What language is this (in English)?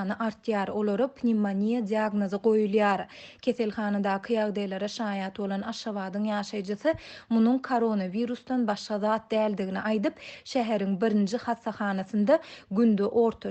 Turkmen